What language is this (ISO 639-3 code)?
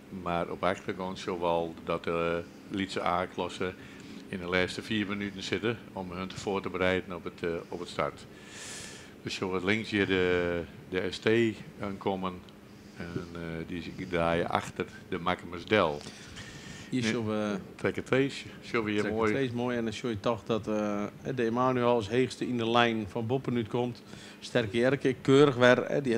fry